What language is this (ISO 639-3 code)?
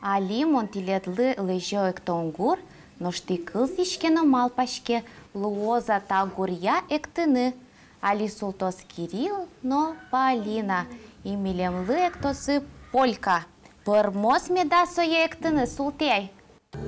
udm